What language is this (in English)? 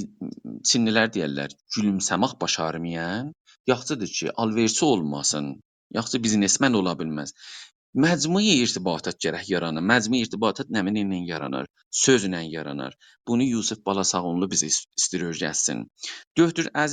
South Azerbaijani